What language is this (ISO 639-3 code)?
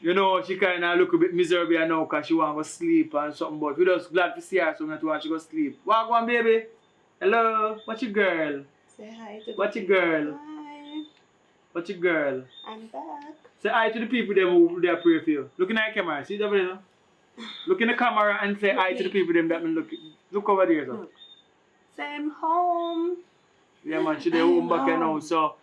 jam